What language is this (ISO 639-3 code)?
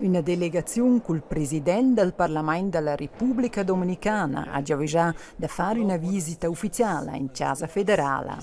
roh